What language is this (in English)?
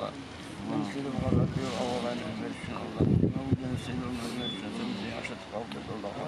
Kumyk